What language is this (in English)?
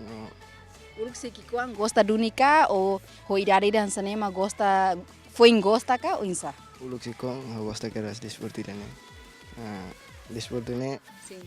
Tetum